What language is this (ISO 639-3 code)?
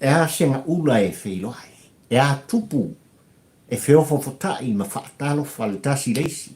smo